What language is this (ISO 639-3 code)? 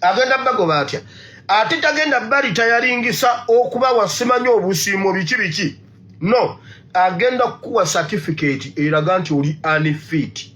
lug